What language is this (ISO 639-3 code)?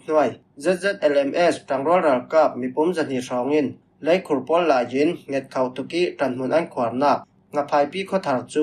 cfm